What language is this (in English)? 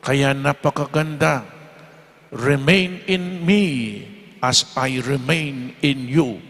Pampanga